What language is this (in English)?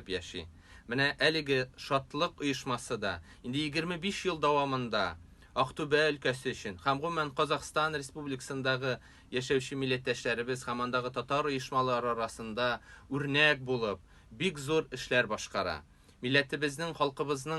Tatar